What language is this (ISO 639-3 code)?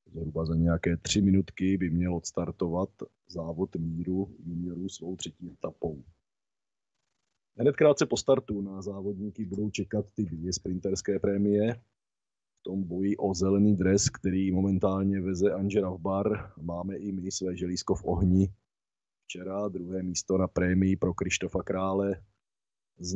ces